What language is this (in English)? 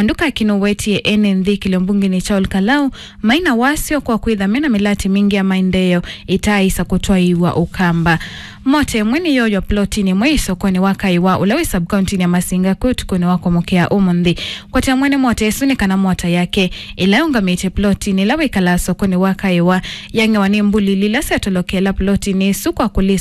Kamba